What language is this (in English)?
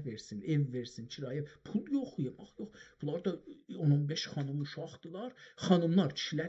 South Azerbaijani